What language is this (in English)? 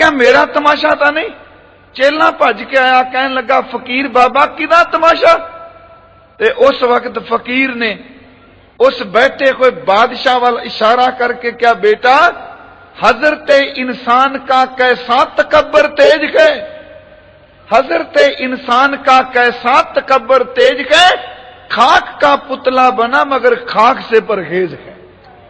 Punjabi